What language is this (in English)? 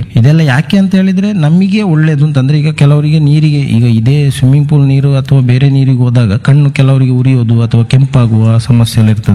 Kannada